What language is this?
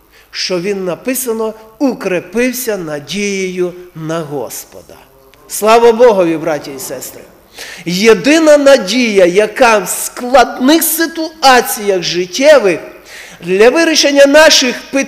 Ukrainian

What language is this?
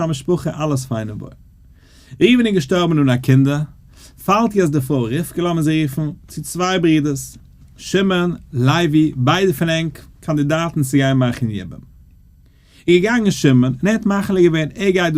Yiddish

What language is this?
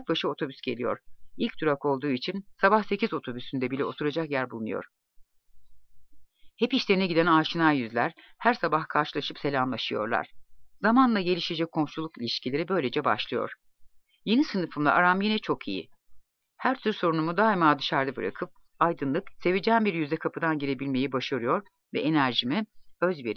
Turkish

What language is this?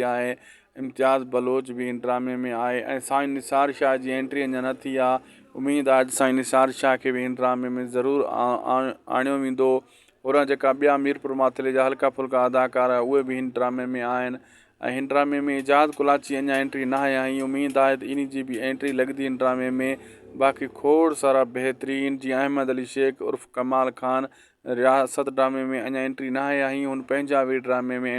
Sindhi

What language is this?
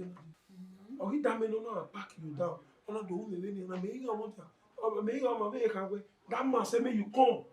Bini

